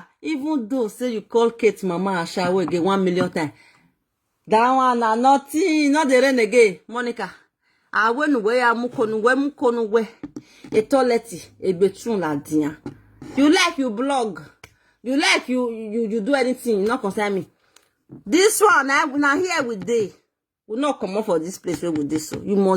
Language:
Nigerian Pidgin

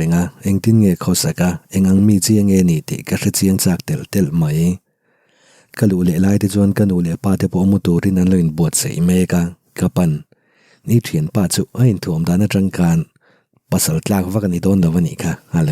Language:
Mizo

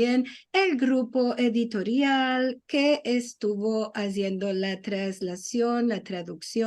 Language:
Ladino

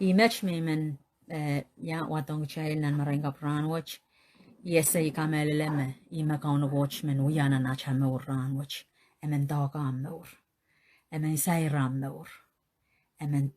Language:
Pohnpeian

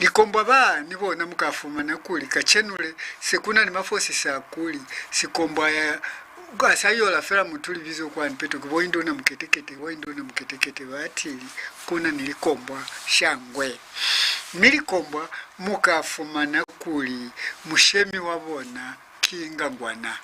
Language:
Lozi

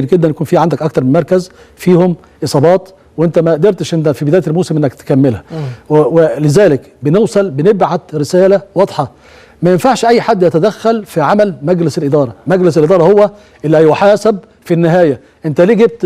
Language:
Egyptian Arabic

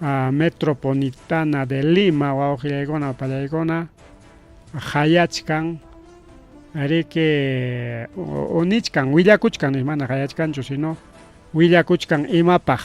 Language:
Ayacucho Quechua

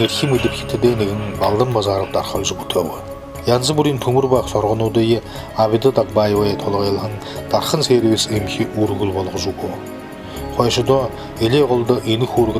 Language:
Buriat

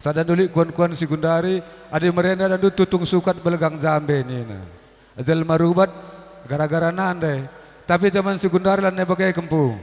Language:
Batak Karo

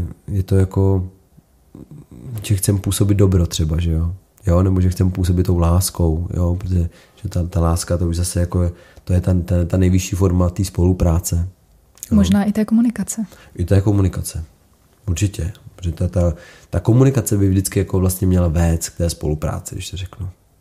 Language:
Czech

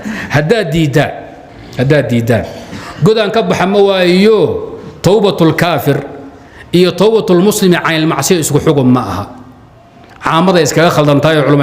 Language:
Somali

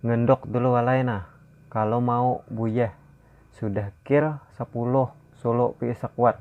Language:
Banjar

